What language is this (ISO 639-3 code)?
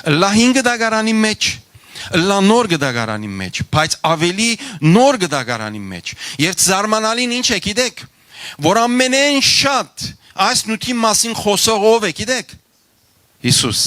hyw